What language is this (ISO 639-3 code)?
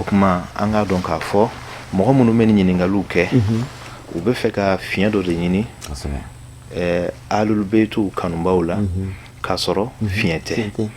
bam